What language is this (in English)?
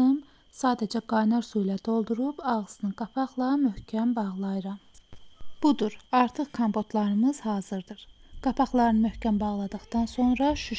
Azerbaijani